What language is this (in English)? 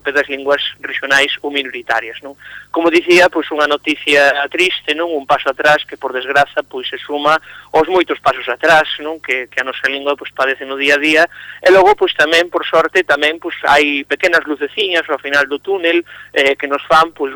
Galician